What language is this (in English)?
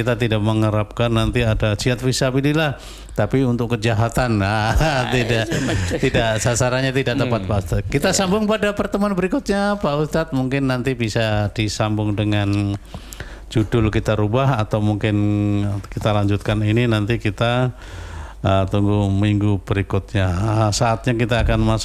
Indonesian